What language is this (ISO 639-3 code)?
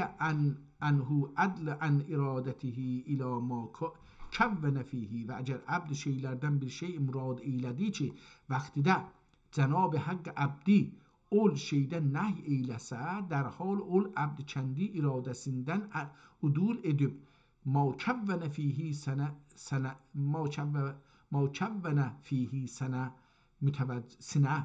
azb